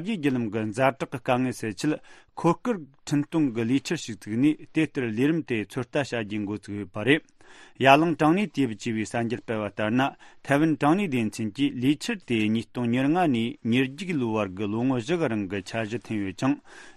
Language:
Tibetan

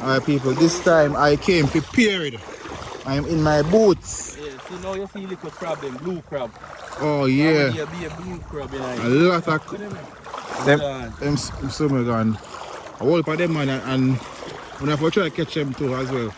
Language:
Jamaican Creole English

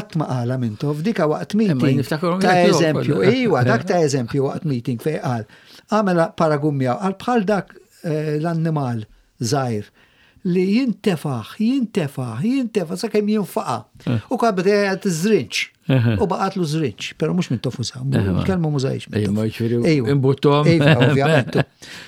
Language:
Maltese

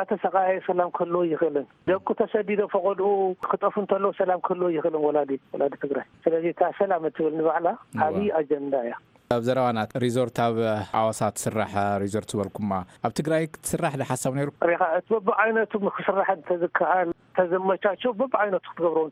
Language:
Tigrinya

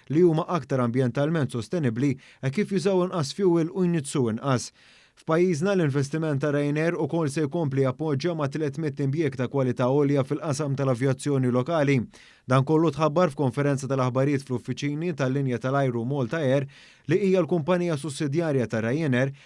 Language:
Maltese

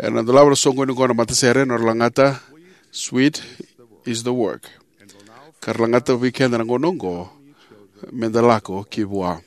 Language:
Fijian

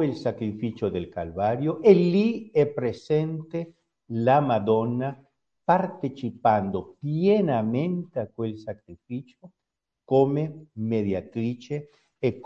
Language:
Italian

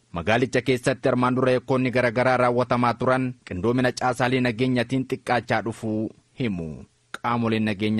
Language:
Oromo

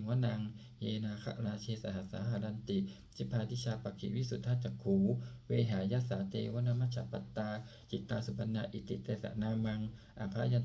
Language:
Pali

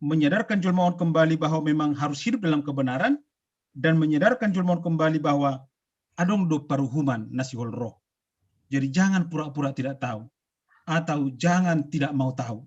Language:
Batak Simalungun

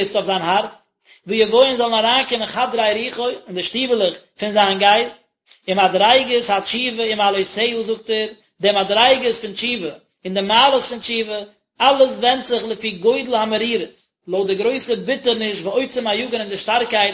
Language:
Yiddish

